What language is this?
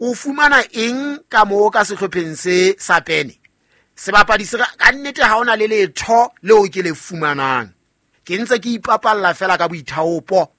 Southern Sotho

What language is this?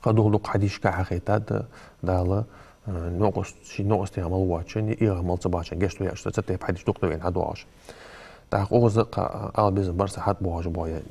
Ingush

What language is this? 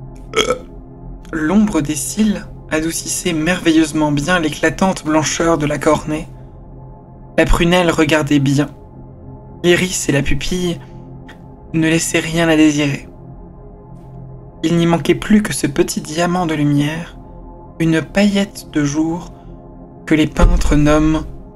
French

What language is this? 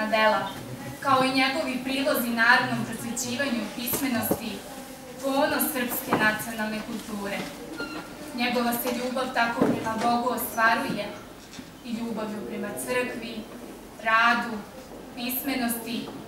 Serbian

